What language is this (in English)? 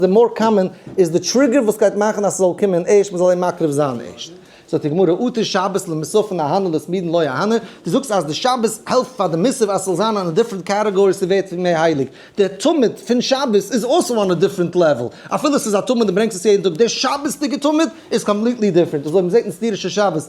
Yiddish